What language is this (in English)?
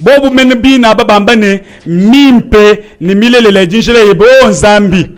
Luba-Lulua